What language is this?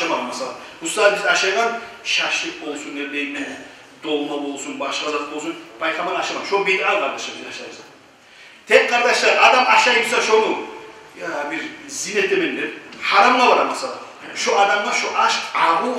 Kumyk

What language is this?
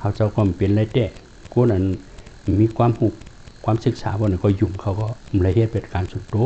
Shan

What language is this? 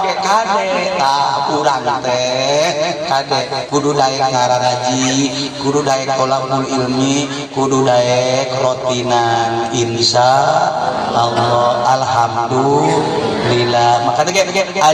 Sundanese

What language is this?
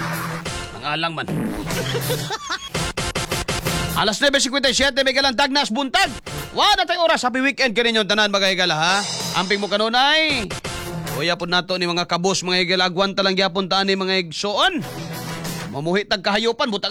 Cebuano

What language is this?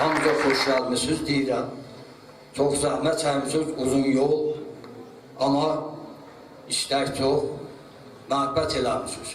South Azerbaijani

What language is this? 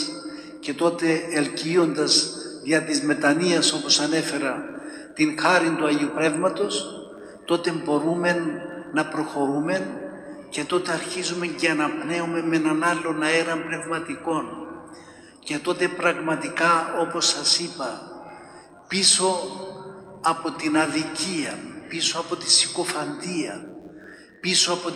Greek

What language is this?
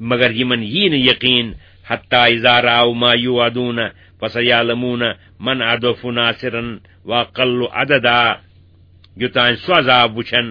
Kashmiri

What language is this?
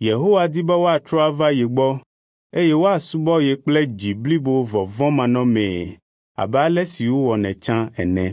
Ewe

